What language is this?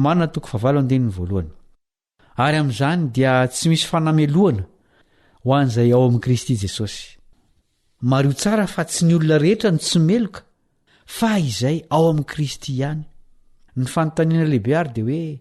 Malagasy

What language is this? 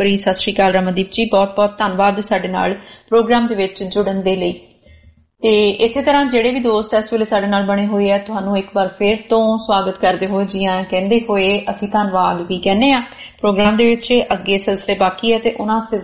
Punjabi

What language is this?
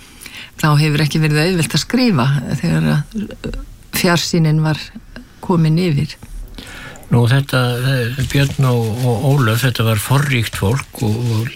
Icelandic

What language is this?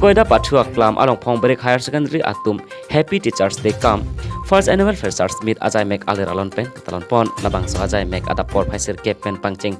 Karbi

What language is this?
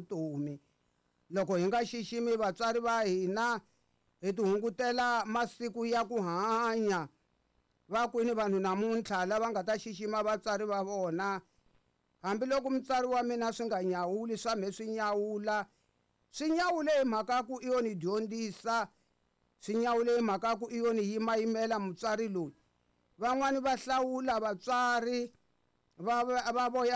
Tsonga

